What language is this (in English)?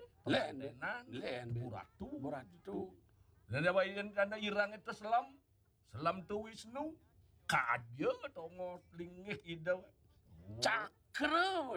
Balinese